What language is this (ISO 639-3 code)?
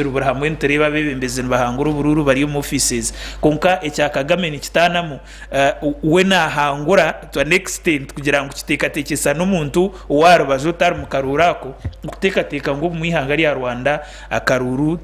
nyn